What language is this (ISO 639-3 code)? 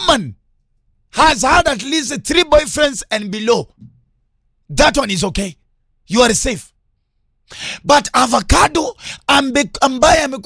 swa